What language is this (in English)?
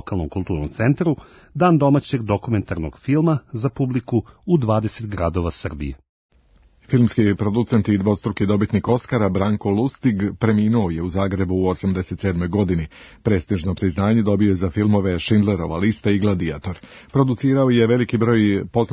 Serbian